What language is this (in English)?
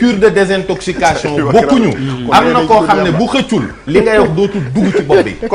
Wolof